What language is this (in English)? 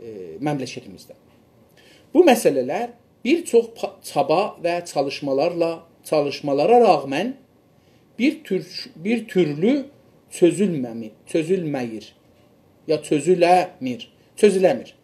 South Azerbaijani